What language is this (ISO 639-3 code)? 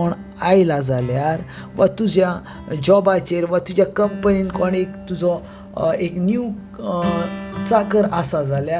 kok